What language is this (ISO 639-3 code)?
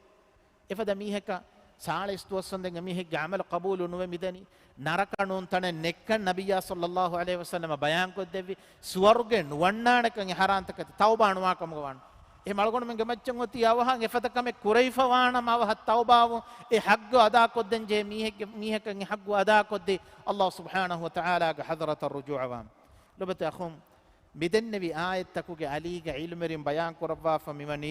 div